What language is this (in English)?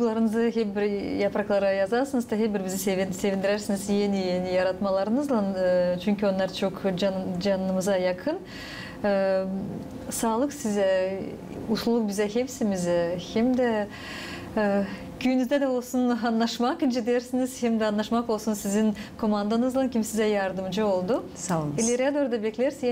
Gagauz